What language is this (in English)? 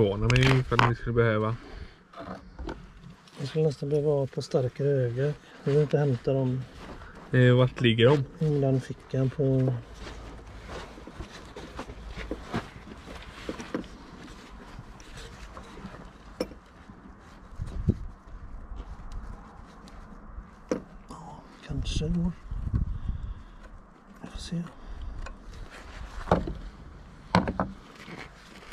Swedish